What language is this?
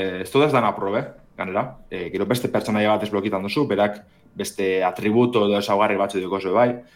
Basque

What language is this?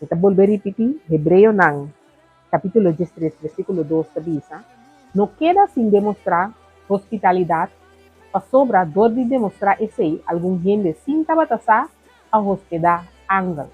Papiamento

